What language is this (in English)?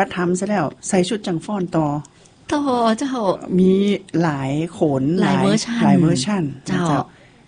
Thai